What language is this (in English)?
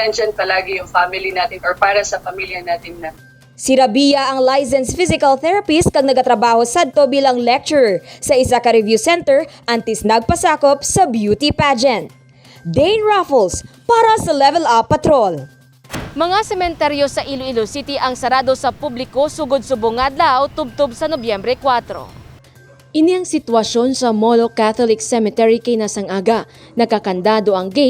Hiligaynon